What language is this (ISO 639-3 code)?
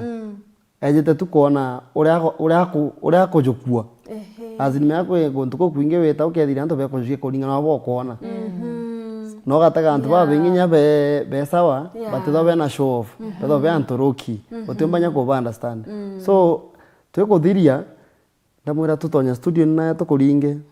mer